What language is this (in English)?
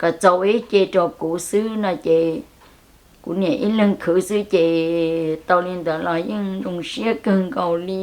Hmong